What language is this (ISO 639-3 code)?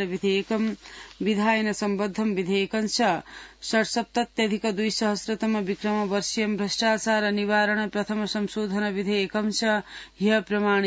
san